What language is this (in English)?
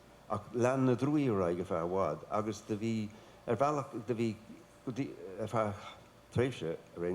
Irish